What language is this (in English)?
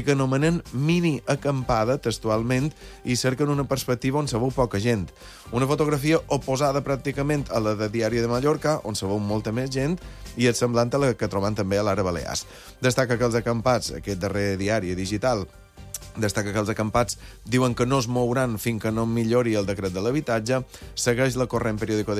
Catalan